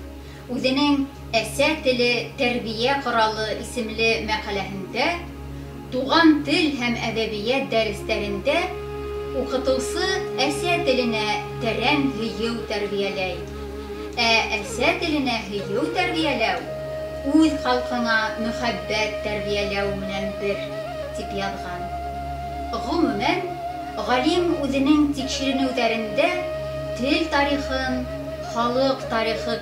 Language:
Bashkir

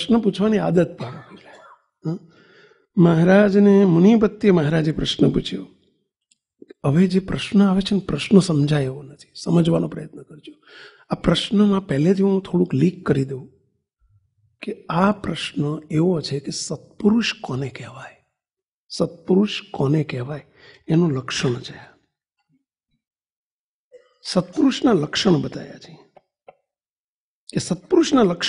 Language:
Gujarati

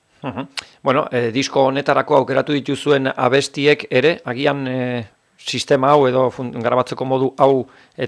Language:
Basque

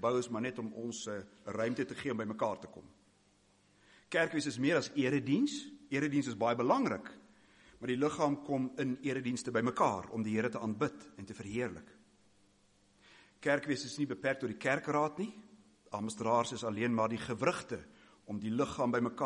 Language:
Afrikaans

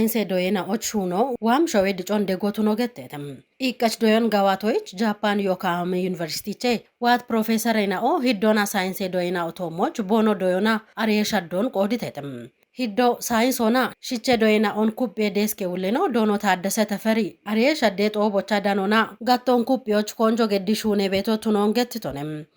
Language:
Kafa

